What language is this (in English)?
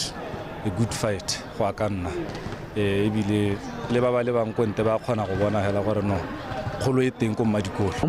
Tswana